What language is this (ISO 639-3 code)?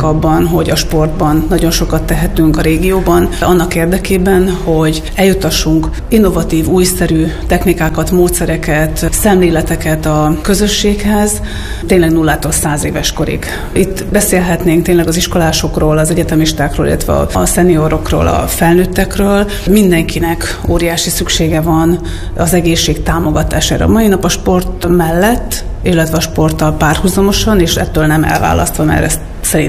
hun